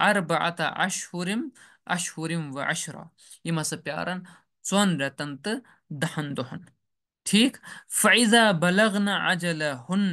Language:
Kashmiri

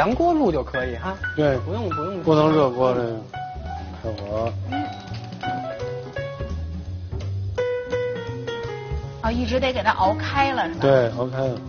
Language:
Chinese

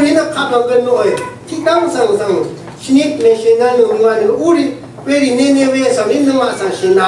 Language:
Rawang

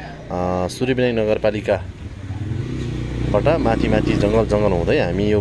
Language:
Nepali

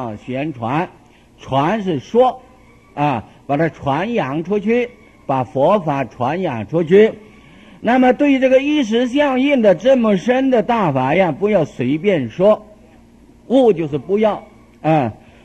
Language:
Chinese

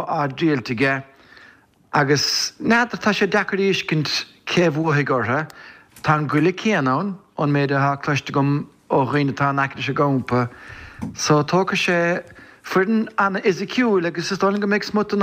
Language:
Irish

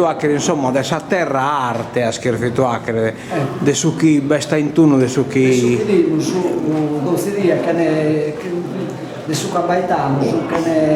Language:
Sardinian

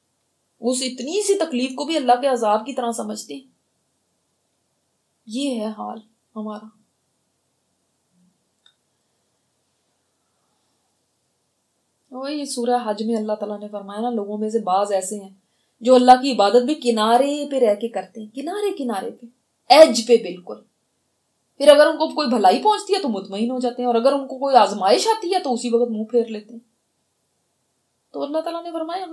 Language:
Urdu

